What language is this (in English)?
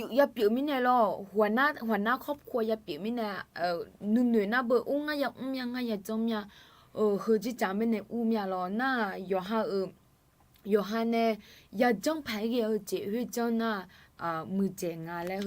Akha